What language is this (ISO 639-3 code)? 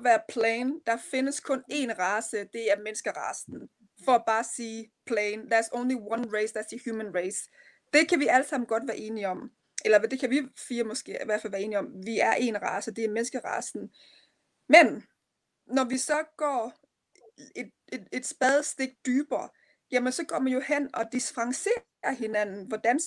dan